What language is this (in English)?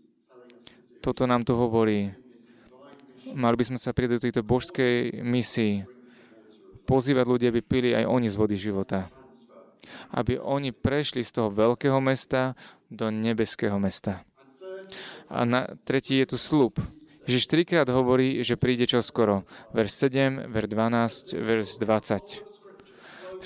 Slovak